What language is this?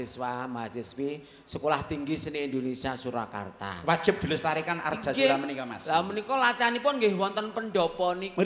Javanese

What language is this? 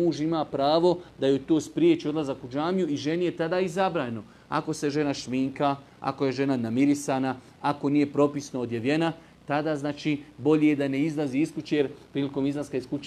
Bosnian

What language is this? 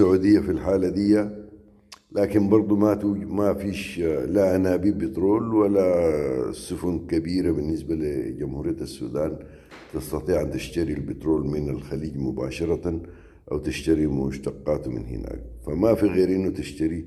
Sudanese Arabic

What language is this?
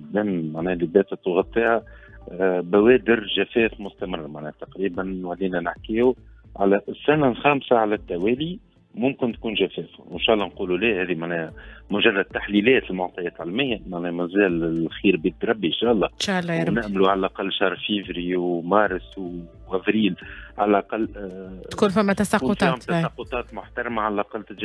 Tunisian Arabic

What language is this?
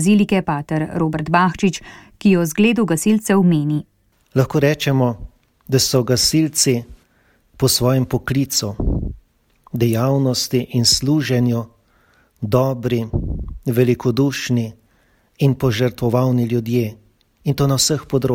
Slovenian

